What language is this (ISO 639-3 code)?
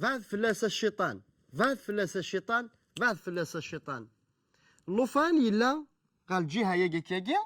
kab